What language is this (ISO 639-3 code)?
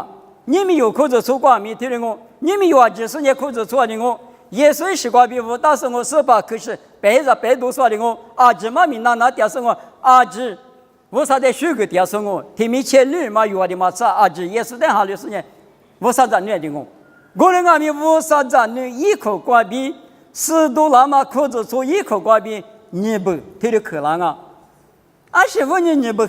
lis